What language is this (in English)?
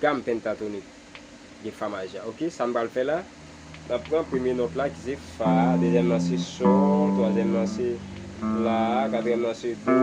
Haitian Creole